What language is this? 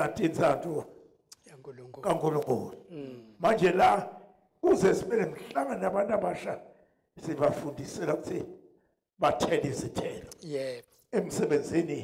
Zulu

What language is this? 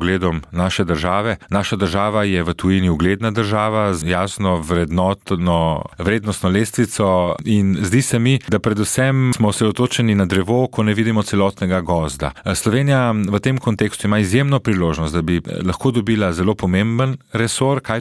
Slovenian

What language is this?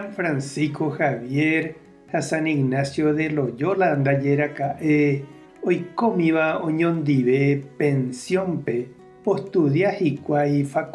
Guarani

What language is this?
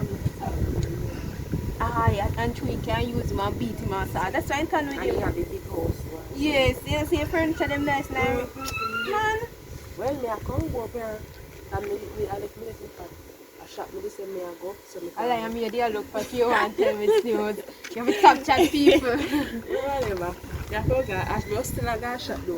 Jamaican Creole English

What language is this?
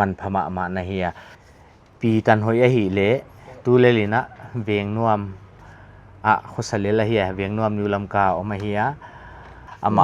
Paite Chin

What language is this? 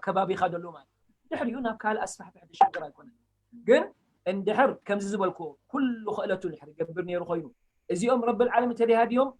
Tigrinya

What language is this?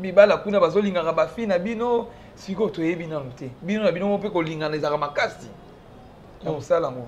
Lingala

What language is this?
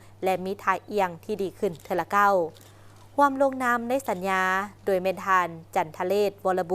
Lao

